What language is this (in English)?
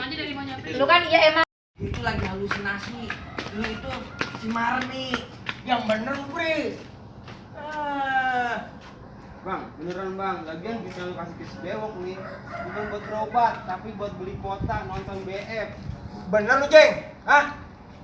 Betawi